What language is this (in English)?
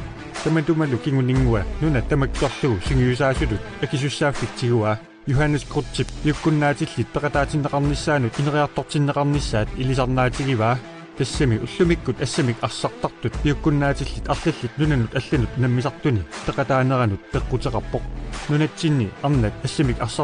Kalaallisut